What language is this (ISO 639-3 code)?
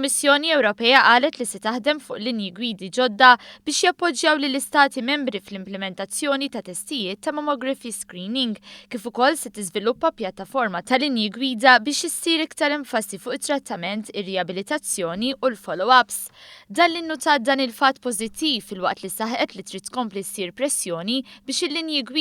mlt